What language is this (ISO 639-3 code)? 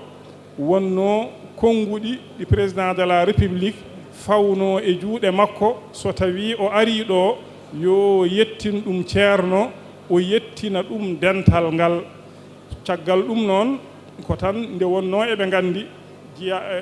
ful